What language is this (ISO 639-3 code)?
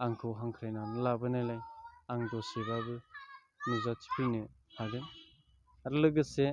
brx